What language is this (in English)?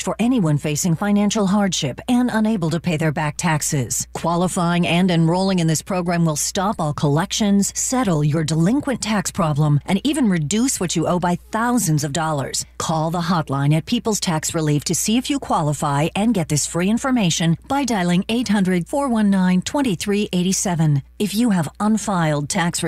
English